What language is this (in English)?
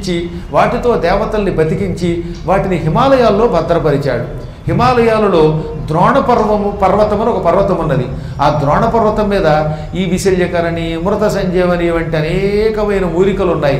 Telugu